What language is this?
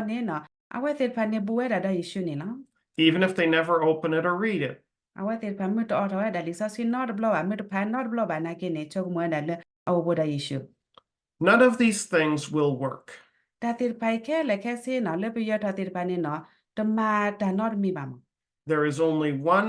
S'gaw Karen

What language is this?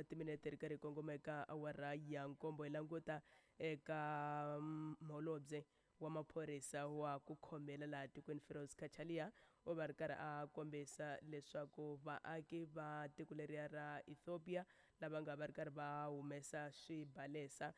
Tsonga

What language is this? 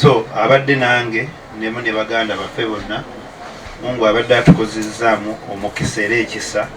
Ganda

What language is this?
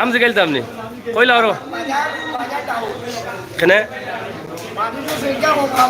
Sylheti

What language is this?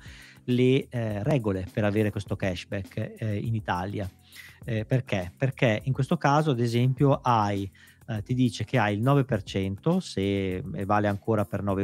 Italian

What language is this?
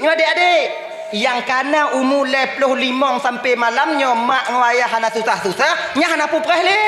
Achinese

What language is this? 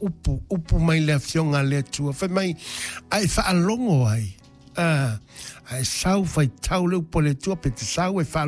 Samoan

